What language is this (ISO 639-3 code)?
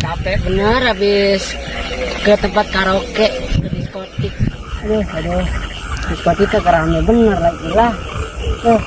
bew